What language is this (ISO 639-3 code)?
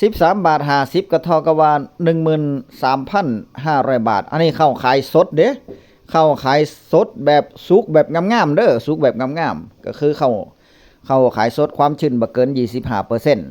tts